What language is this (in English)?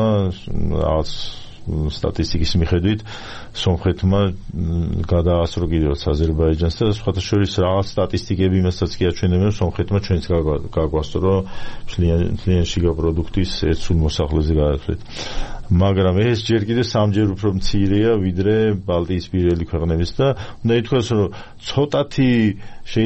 Georgian